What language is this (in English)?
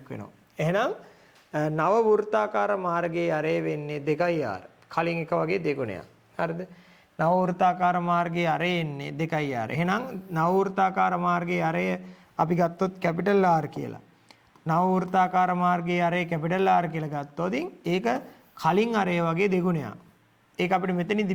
Sinhala